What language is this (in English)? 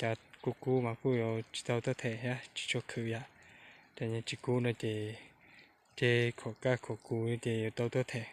Hmong